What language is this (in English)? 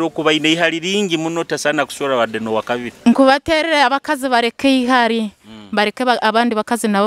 Nyoro